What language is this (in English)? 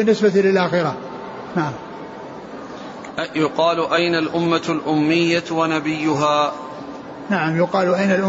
Arabic